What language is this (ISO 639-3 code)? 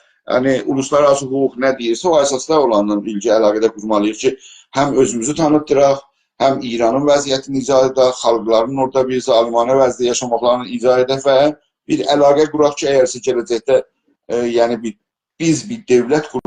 azb